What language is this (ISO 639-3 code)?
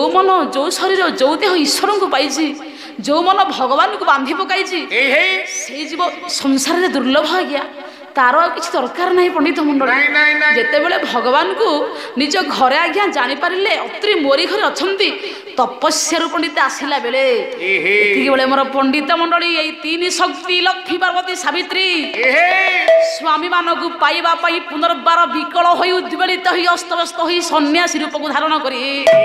ori